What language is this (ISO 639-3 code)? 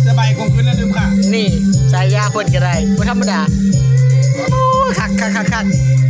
lao